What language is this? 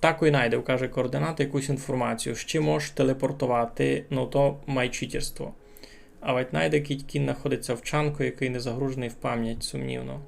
Rusyn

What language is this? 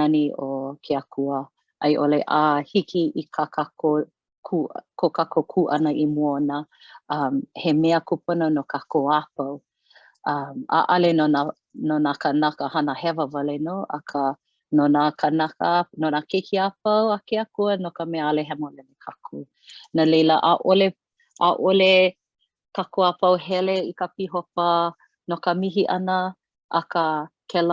Hawaiian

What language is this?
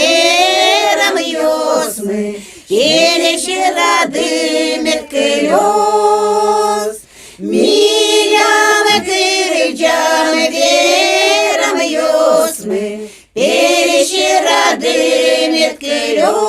Udmurt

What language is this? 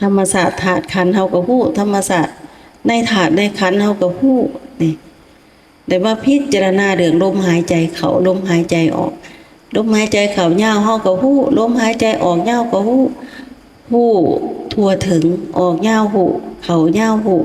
Lao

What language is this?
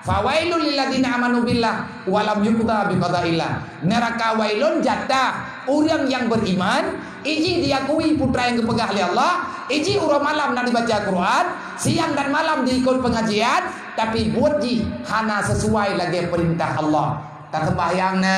Achinese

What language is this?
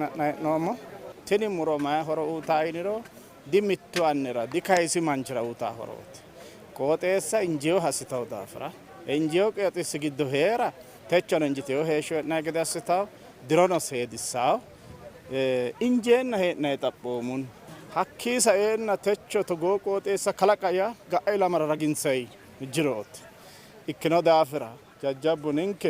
Sidamo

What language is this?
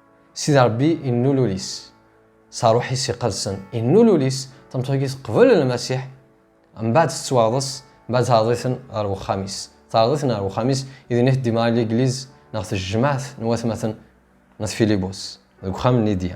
Kabyle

